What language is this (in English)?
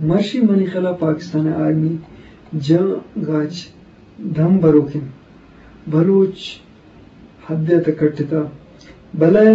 Eastern Balochi